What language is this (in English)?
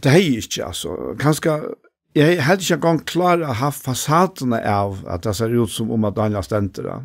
Faroese